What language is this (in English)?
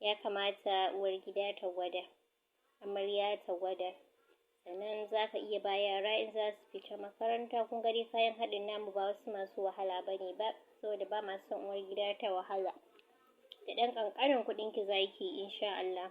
Hausa